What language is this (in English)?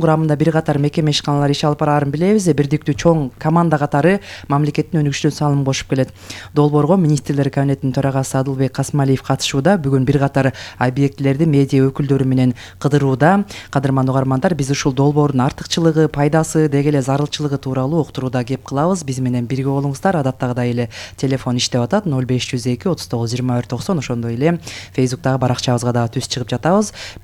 Kyrgyz